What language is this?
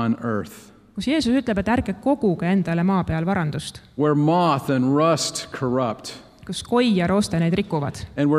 Estonian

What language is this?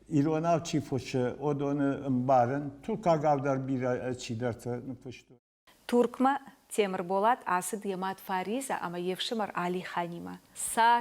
Ossetic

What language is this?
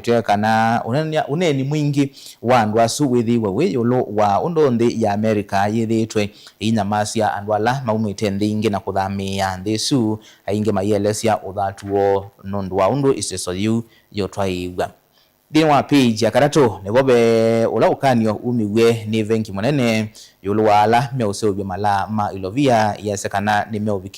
Kamba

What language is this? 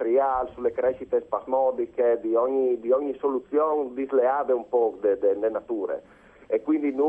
Friulian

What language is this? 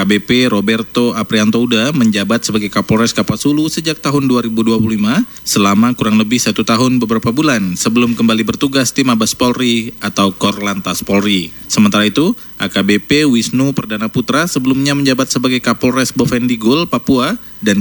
Indonesian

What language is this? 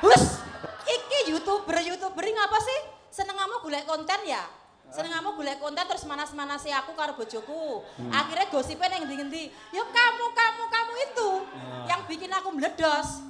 Javanese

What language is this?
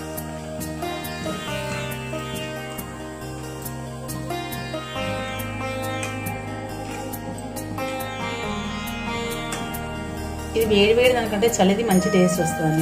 Telugu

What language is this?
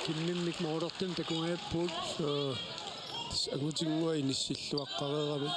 Kalaallisut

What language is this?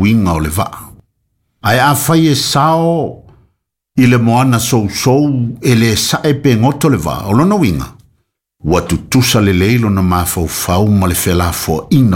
Samoan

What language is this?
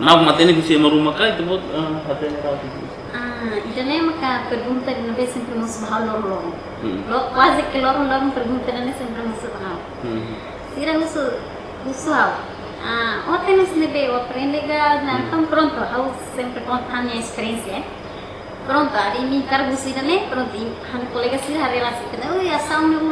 Tetum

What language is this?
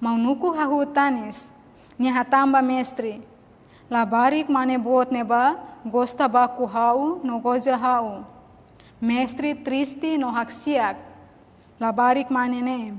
Tetum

